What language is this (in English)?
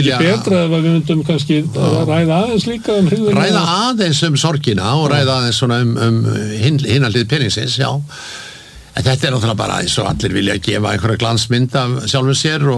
Icelandic